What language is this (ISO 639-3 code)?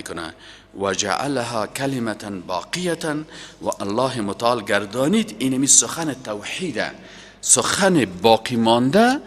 fas